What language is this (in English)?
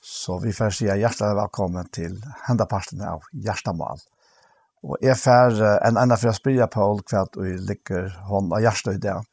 Faroese